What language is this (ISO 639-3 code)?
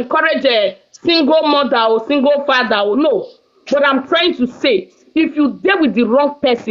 pcm